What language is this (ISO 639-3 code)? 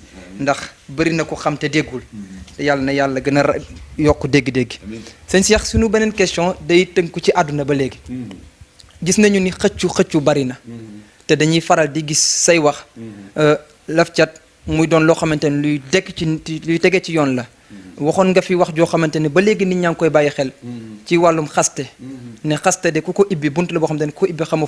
wol